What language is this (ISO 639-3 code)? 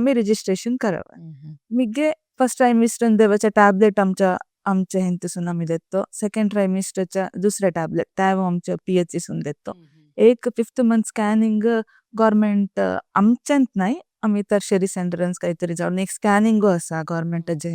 kok